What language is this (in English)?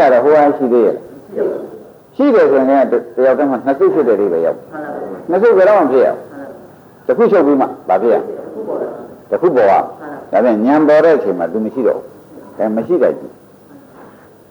Burmese